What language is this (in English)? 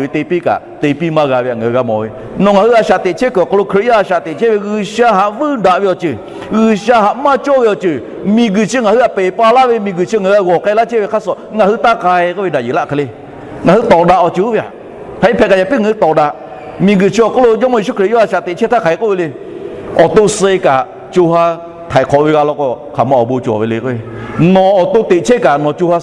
Lahu